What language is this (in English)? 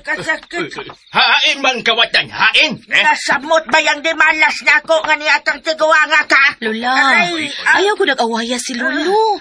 Cebuano